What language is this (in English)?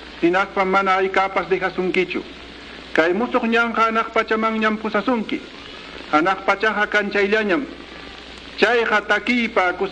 Quechua